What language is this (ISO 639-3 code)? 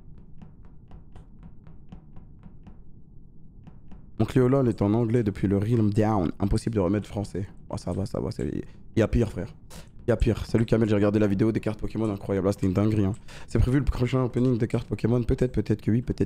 fra